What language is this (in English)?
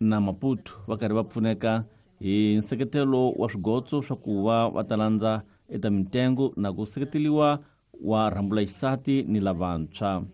Tsonga